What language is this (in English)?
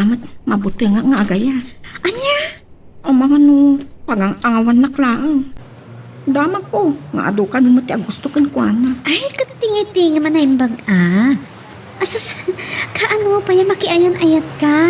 Iloko